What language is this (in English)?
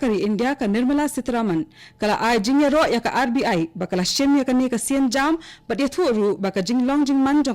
Khasi